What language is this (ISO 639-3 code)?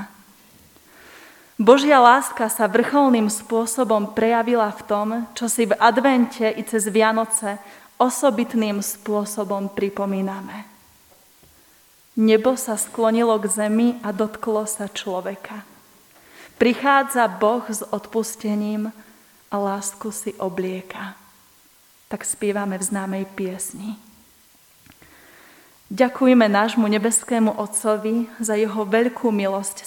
slk